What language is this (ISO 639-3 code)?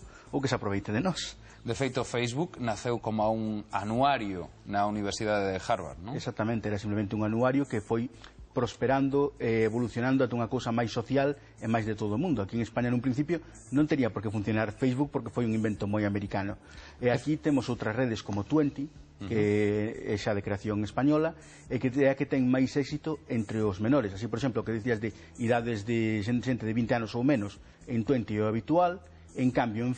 glg